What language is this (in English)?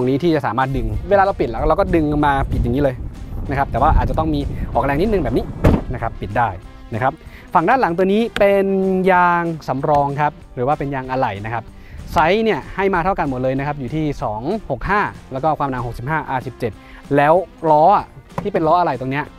Thai